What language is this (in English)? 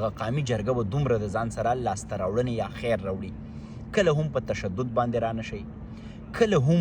Pashto